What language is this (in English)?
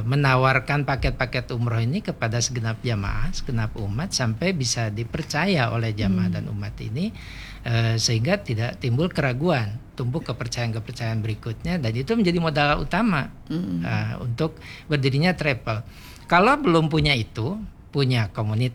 Indonesian